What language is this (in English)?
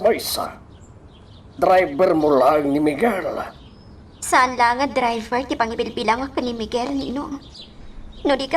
Iloko